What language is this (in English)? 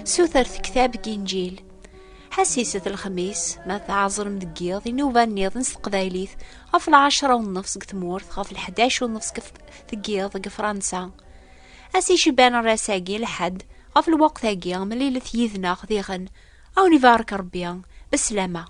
Kabyle